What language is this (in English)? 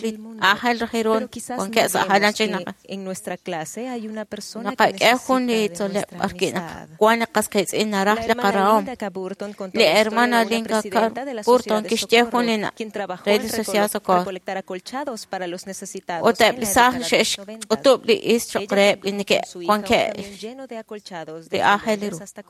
Kekchí